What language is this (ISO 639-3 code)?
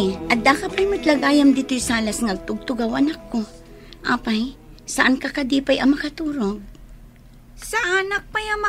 ilo